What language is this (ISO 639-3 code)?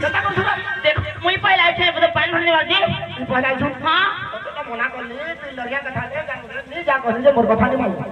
hne